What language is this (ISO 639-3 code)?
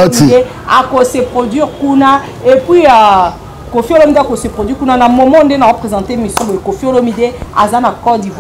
lin